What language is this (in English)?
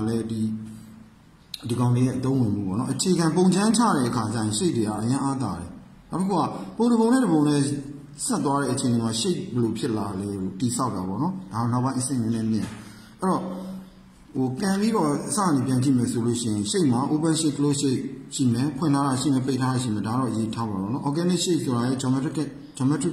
Burmese